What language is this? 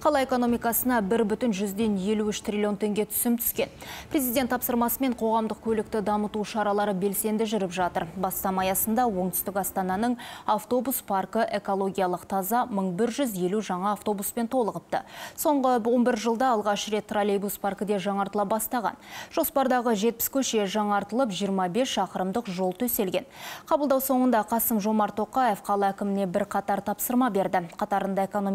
Kazakh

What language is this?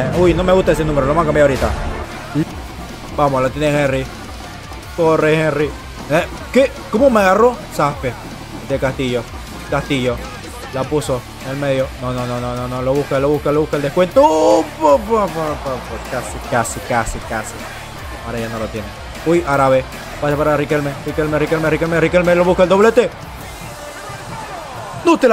Spanish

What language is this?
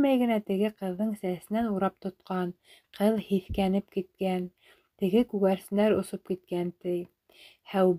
Bashkir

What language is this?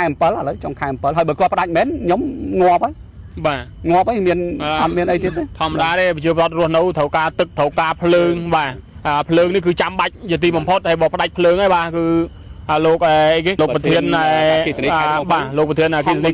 Khmer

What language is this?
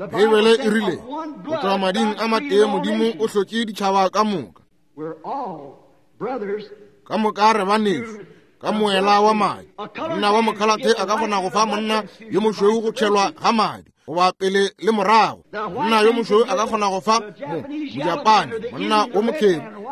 Northern Sotho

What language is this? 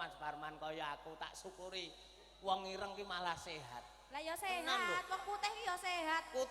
Javanese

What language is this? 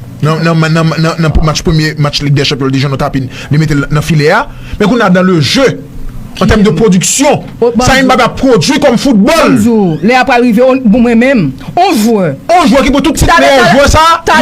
Haitian Creole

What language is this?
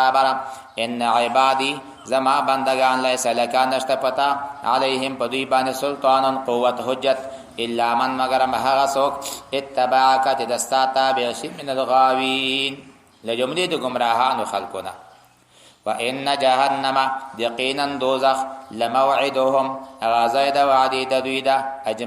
Pashto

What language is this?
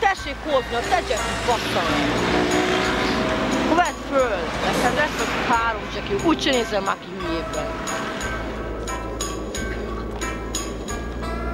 Hungarian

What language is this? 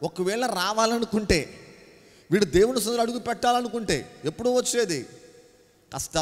Telugu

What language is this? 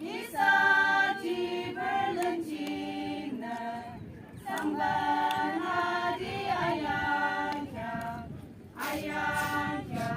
Yimchungru Naga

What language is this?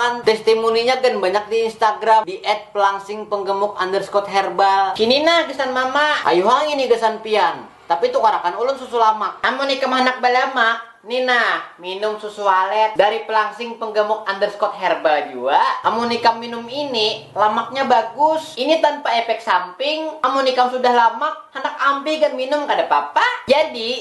Banjar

